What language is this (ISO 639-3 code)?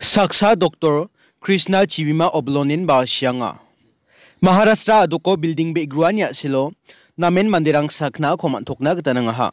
grt